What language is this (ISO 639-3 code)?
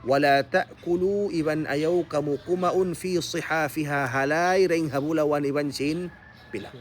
tsg